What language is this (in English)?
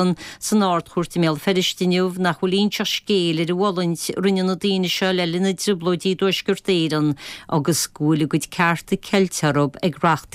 Irish